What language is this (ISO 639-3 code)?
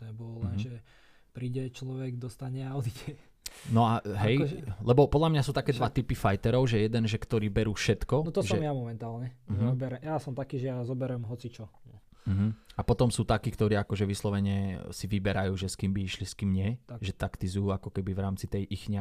slk